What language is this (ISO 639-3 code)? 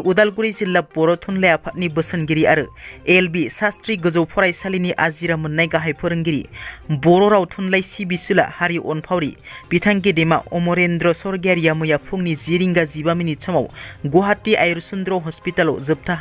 brx